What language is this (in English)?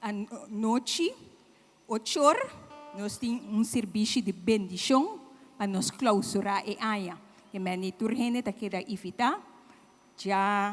Papiamento